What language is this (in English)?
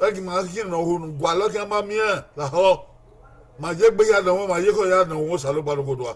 Bini